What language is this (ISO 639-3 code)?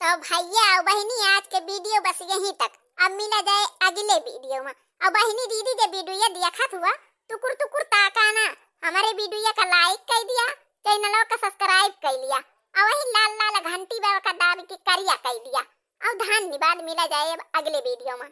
awa